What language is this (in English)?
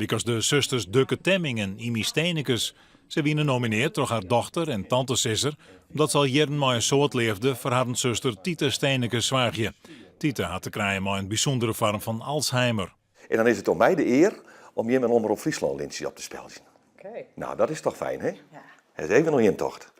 Western Frisian